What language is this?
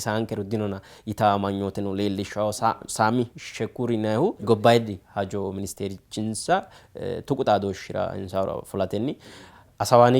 Sidamo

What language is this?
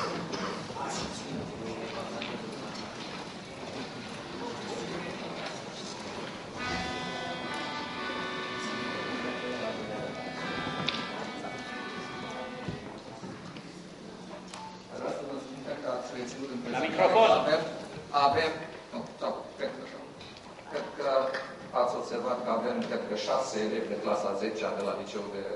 Romanian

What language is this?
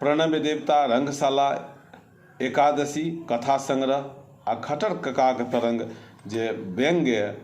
Maithili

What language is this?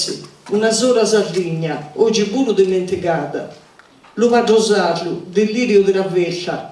Sardinian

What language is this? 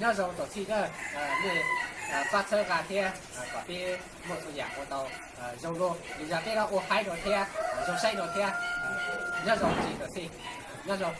Hmong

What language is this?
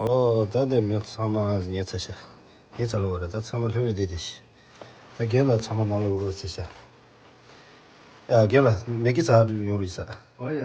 Tibetan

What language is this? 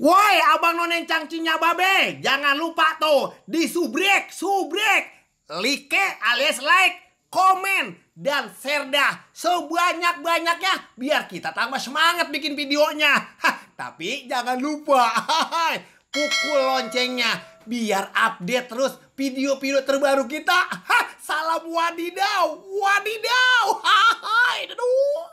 Betawi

